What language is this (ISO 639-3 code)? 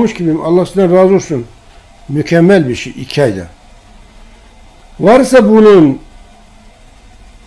tur